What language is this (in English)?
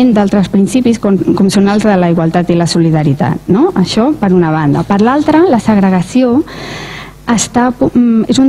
Catalan